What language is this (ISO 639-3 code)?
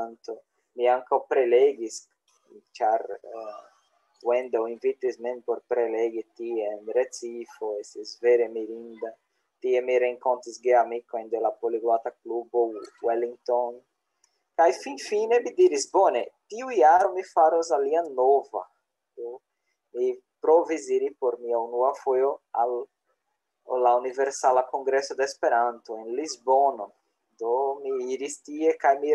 epo